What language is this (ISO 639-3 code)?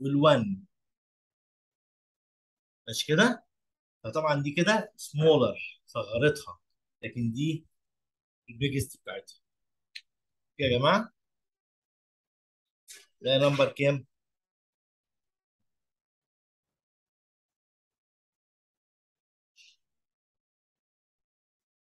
arz